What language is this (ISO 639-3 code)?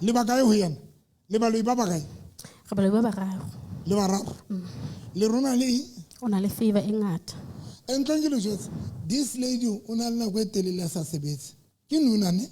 sot